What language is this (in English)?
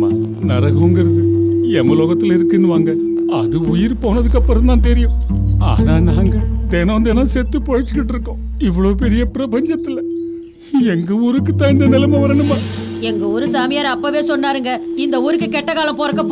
Tamil